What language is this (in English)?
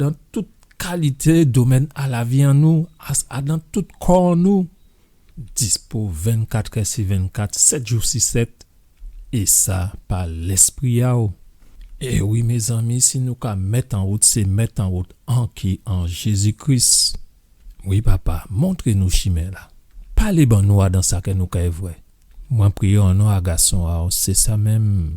Guadeloupean Creole French